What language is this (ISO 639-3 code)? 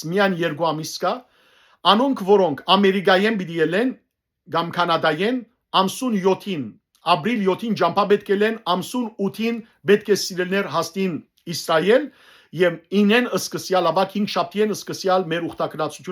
hyw